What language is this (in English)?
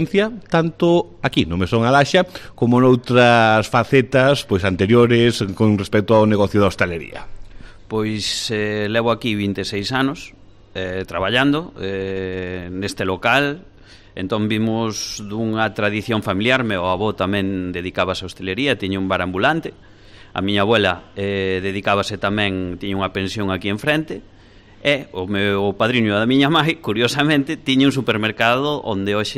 Galician